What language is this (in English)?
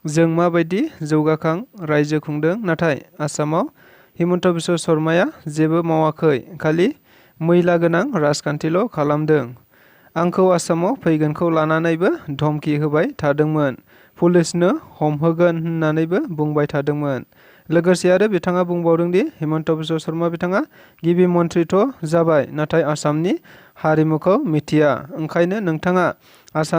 Bodo